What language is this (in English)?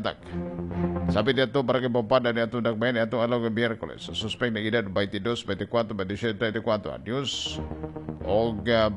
Cebuano